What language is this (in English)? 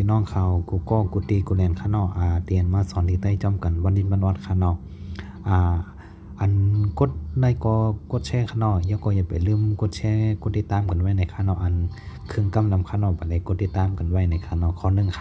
Shan